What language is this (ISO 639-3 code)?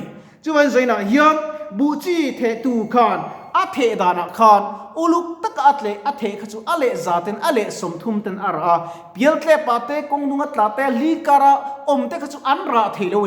lus